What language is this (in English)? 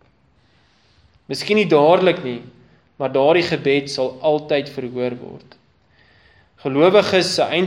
Afrikaans